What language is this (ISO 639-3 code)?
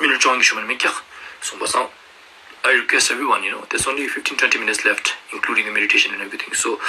lbj